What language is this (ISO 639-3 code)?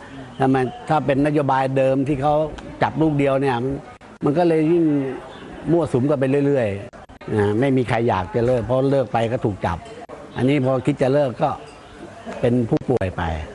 tha